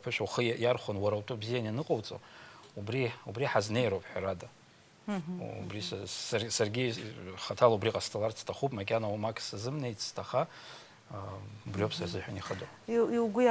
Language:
Abkhazian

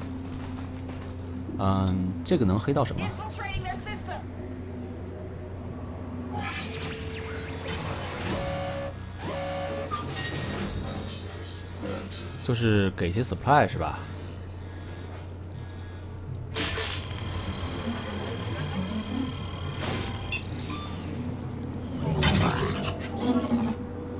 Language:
Chinese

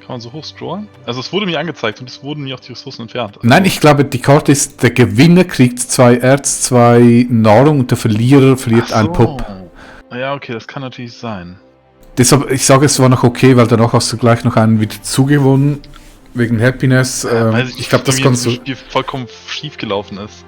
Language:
Swiss German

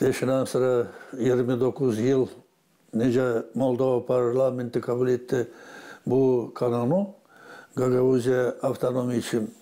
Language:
Gagauz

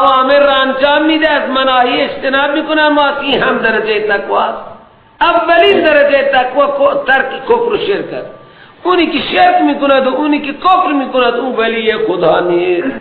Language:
Persian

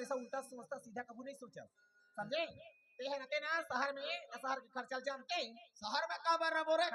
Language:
Chhattisgarhi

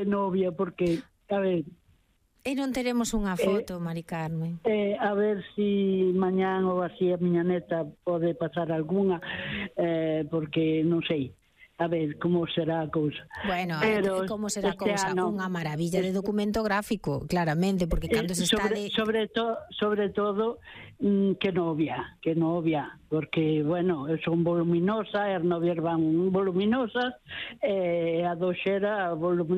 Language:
Galician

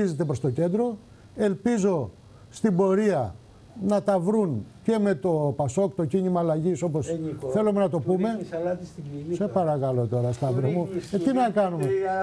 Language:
Greek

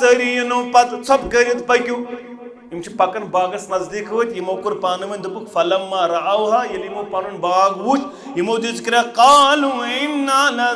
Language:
Kashmiri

